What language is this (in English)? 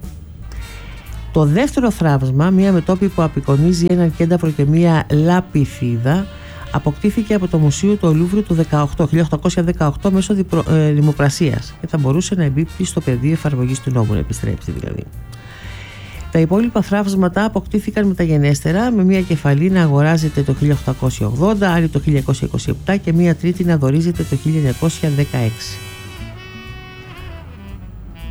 Greek